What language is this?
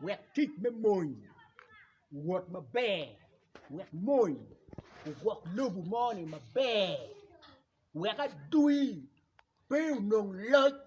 Acoli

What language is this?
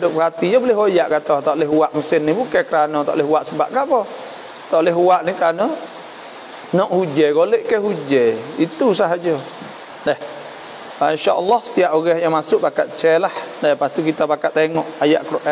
Malay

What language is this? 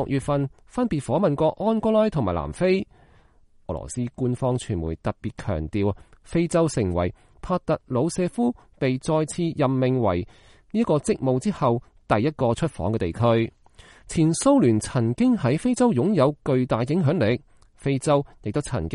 Cantonese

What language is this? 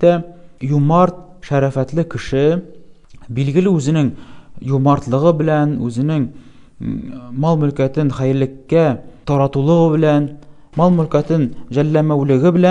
Tatar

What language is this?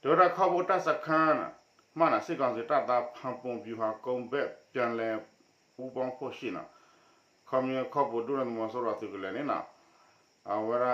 S'gaw Karen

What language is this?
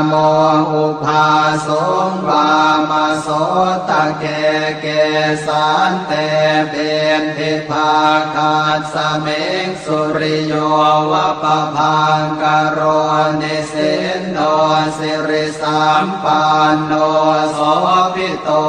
Pali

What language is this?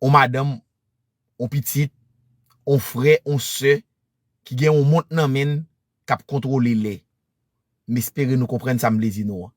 Haitian Creole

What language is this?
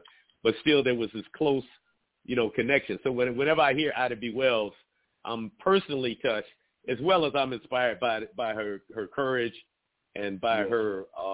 English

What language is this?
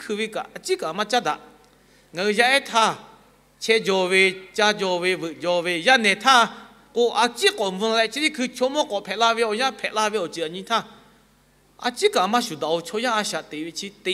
Lahu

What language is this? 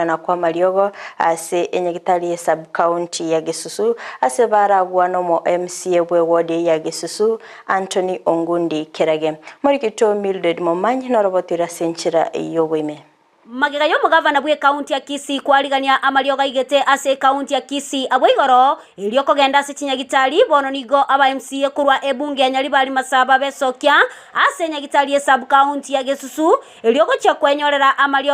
Gusii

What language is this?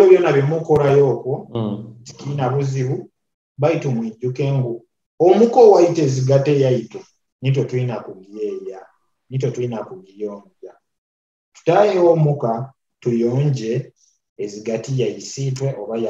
Nyoro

